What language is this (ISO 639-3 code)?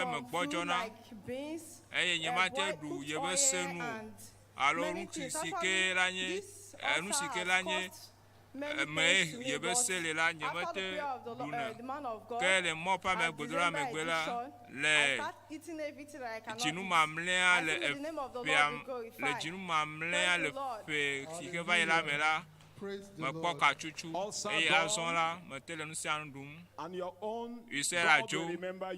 ewe